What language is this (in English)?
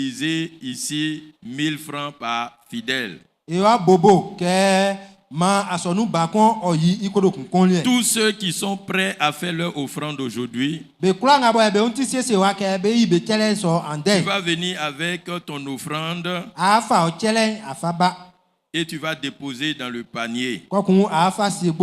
Baoulé